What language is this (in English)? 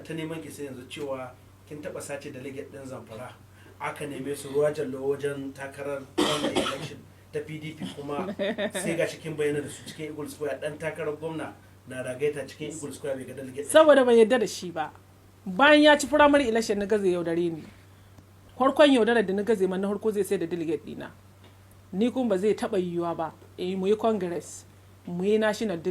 Hausa